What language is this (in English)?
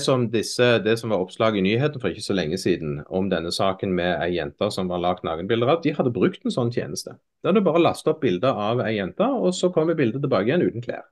Norwegian